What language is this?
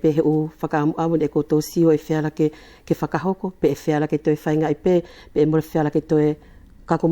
Wallisian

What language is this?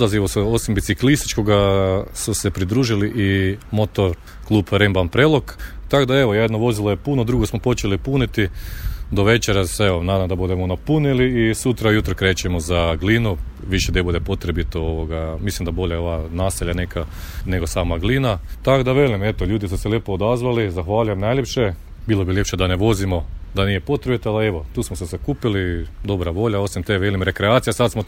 Croatian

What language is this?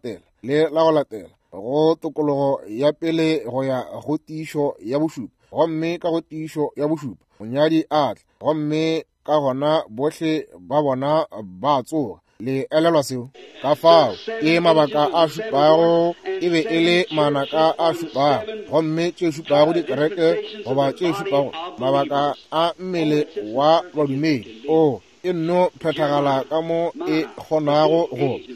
Northern Sotho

